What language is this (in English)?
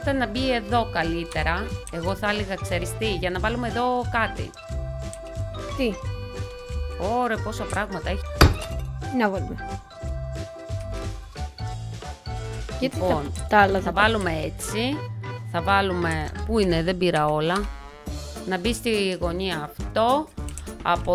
Greek